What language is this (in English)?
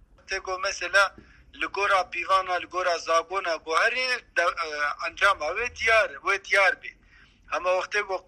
Kurdish